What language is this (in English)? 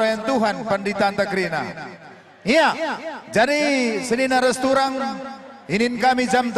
Batak Karo